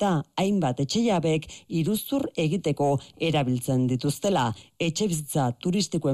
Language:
Basque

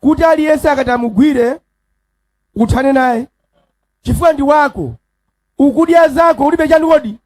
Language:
Nyanja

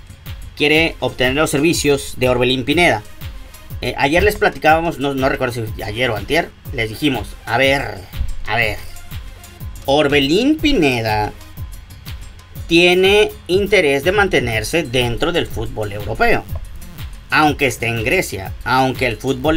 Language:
Spanish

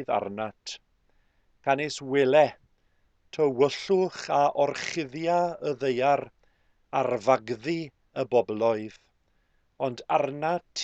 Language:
Welsh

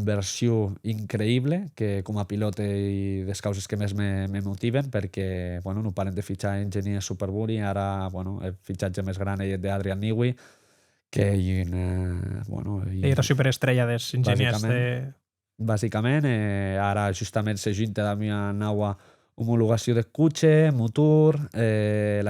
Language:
Occitan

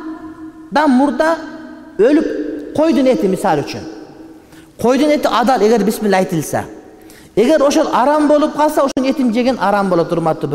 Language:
Kyrgyz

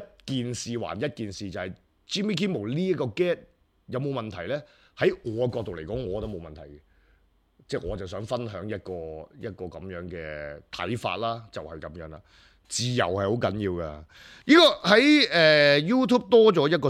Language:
Cantonese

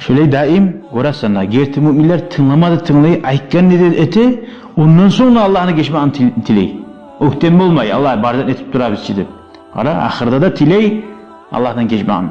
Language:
Kumyk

